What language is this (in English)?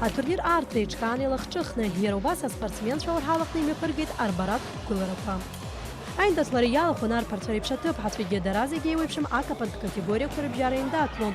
Abkhazian